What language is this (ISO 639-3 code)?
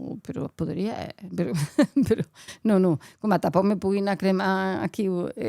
oci